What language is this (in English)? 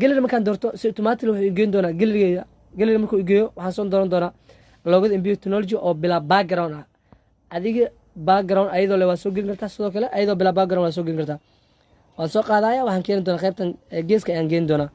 Somali